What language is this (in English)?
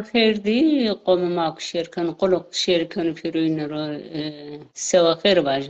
Zaza